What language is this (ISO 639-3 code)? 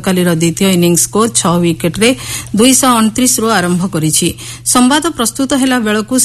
ori